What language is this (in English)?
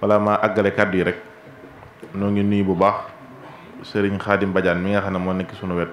Wolof